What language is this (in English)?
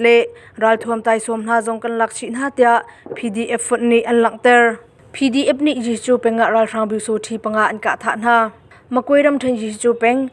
Hakha Chin